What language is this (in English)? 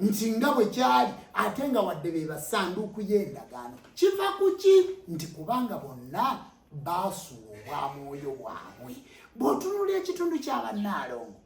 Ganda